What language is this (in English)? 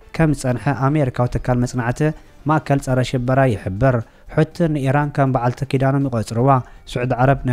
Tigrinya